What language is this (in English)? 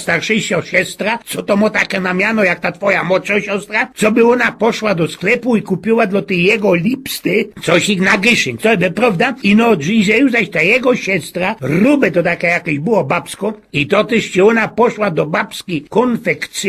Silesian